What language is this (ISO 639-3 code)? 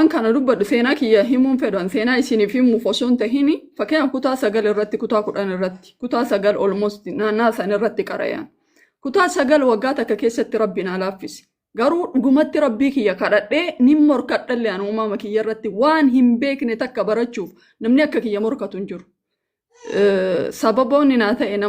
orm